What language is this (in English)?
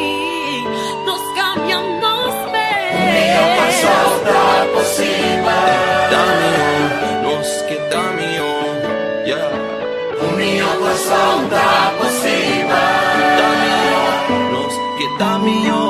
Papiamento